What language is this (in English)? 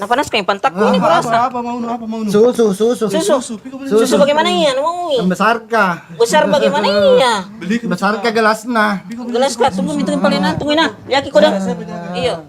Makassar Malay